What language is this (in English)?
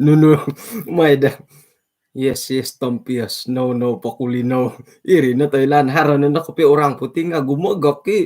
Central Dusun